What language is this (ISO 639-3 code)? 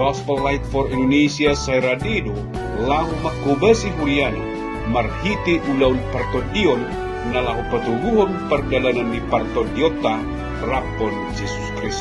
bbc